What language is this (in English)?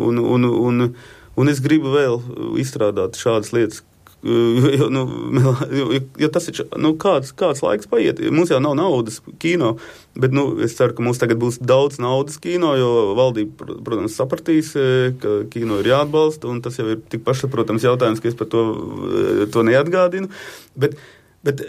Latvian